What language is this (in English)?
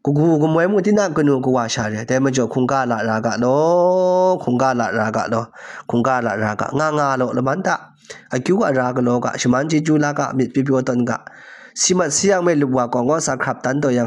Kachin